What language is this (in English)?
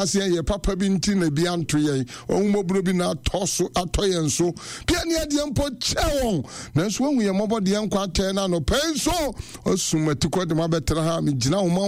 Akan